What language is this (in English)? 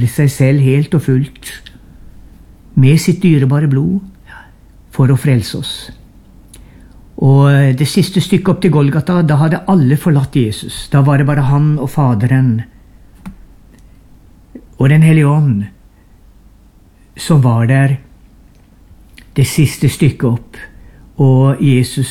Norwegian